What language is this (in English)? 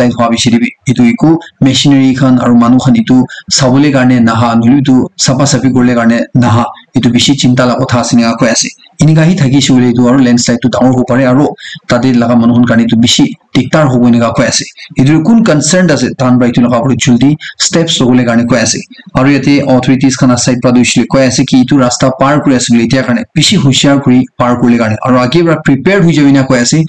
Naga Pidgin